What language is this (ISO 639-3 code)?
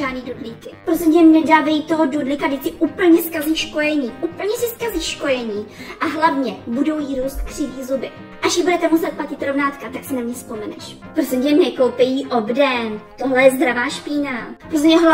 ces